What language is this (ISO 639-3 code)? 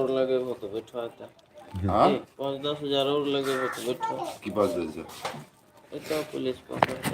mai